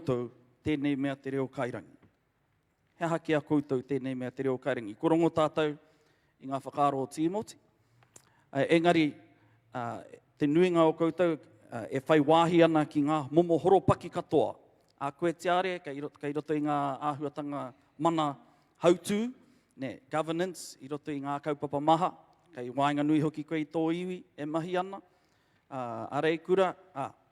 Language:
Māori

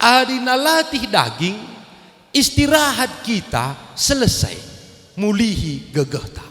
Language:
Batak Karo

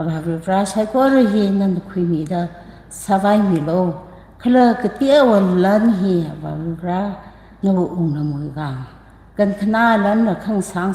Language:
Tangkhul Naga (India)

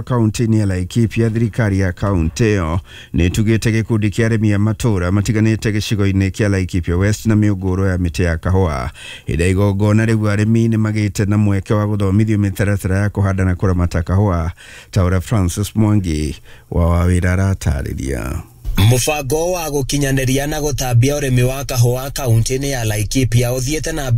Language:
Kikuyu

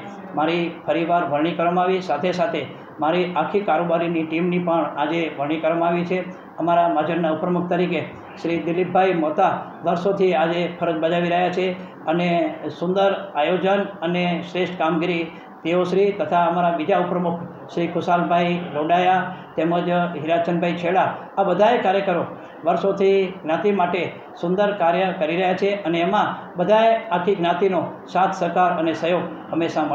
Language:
Gujarati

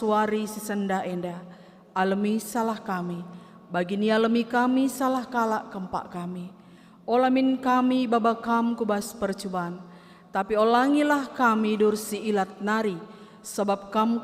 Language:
Batak Karo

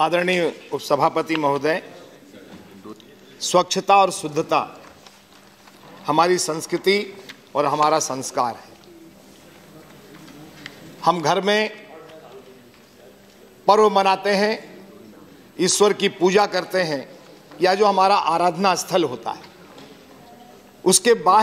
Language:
Hindi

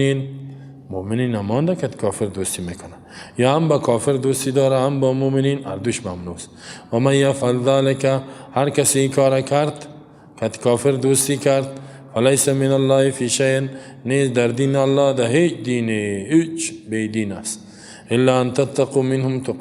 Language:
Persian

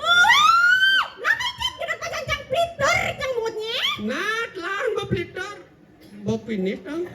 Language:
Balinese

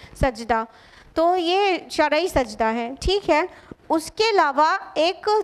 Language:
Urdu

